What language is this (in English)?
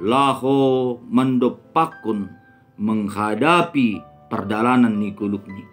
Batak Simalungun